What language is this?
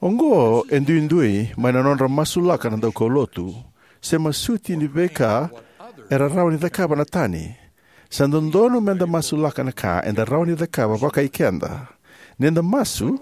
Fijian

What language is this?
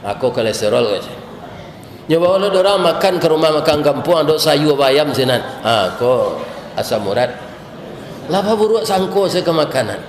Minangkabau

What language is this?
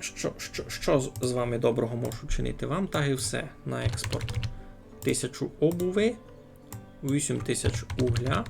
Rusyn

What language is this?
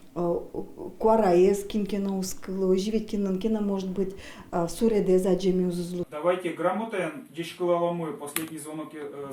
Udmurt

